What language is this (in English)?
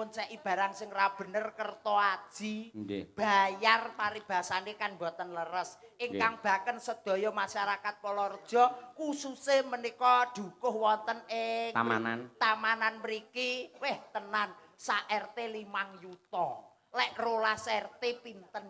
Javanese